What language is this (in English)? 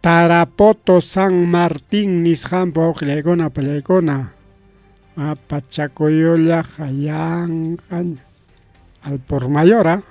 Ayacucho Quechua